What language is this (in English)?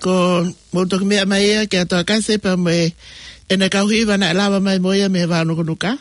Tongan